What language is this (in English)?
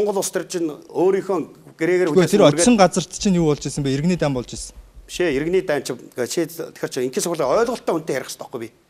Mongolian